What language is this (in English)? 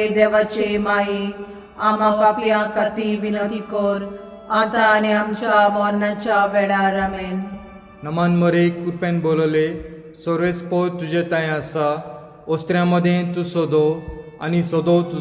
Konkani